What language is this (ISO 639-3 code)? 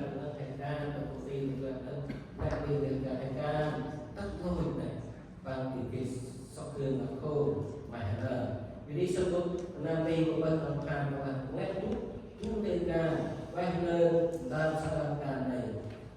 cmo